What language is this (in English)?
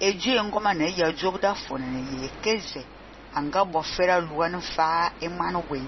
Fang